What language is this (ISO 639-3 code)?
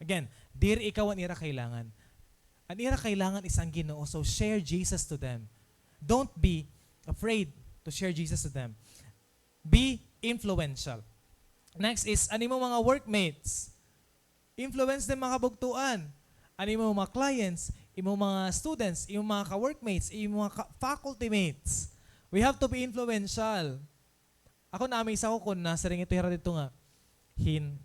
war